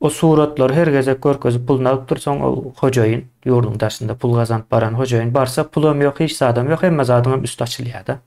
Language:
Turkmen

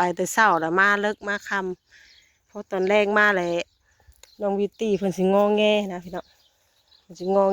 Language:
Lao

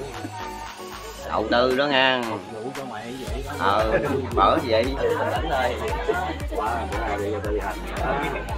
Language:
Vietnamese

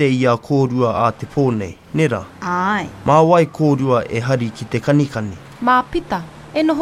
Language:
Māori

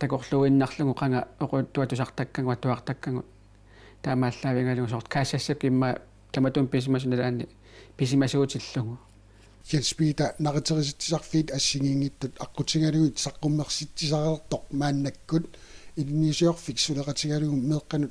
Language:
Kalaallisut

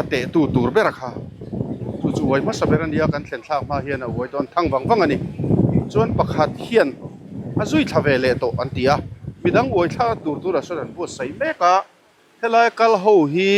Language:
Mizo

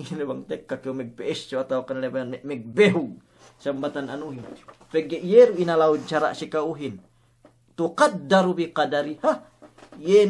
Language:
Yakan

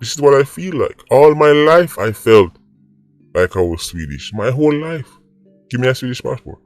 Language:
Jamaican Creole English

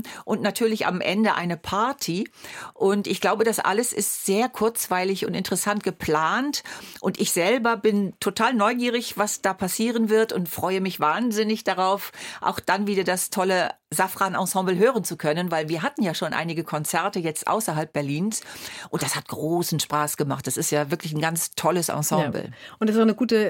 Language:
German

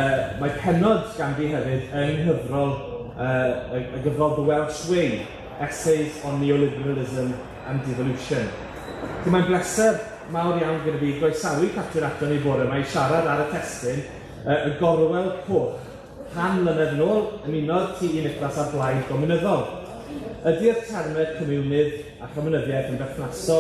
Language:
Welsh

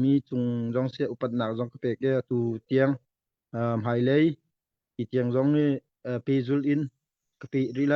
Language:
Hakha Chin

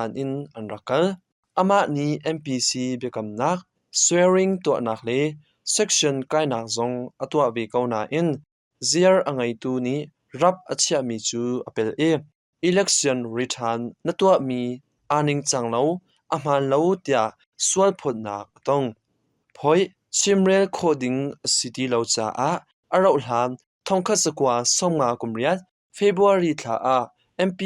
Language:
Hakha Chin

